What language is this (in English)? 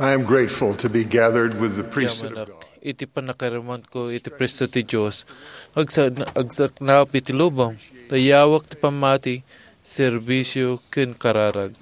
Iloko